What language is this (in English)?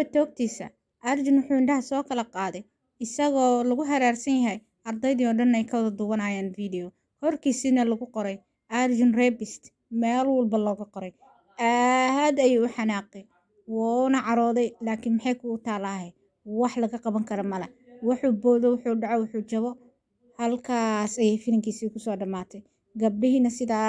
Somali